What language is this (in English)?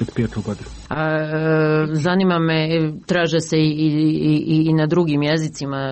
Bosnian